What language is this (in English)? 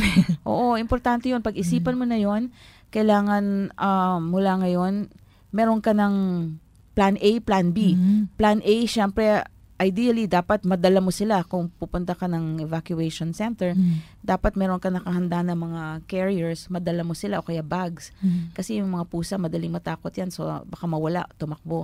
Filipino